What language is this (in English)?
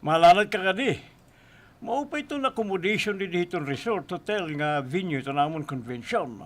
Waray